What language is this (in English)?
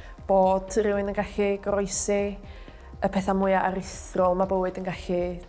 Welsh